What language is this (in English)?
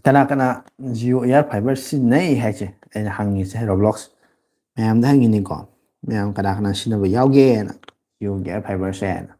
Manipuri